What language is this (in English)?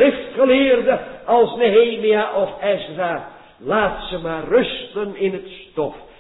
Dutch